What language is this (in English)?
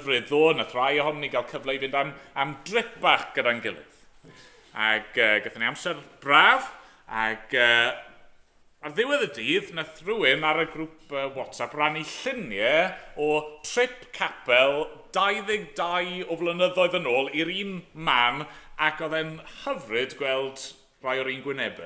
Welsh